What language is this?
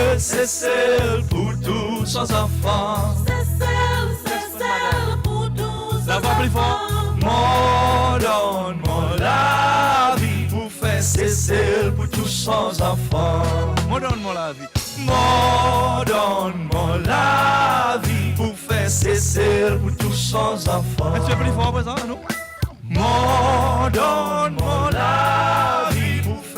Seselwa Creole French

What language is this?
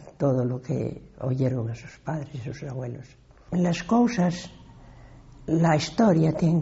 Asturian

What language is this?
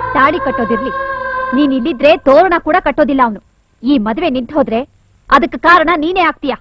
Kannada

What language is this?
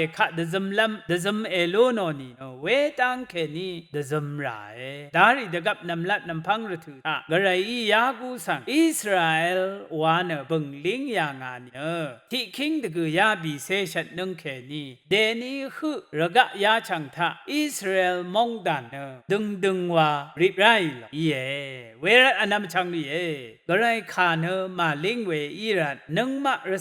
Rawang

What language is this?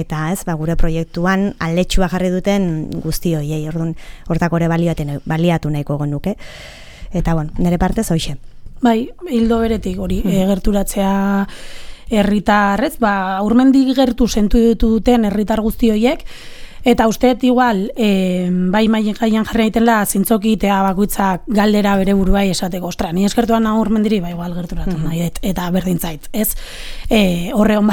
Basque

